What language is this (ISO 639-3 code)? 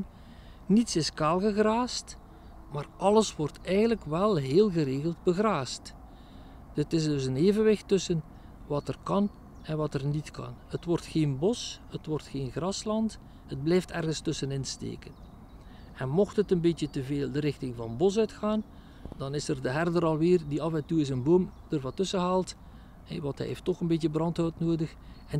nld